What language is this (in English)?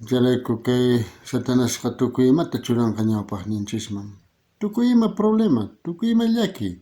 South Bolivian Quechua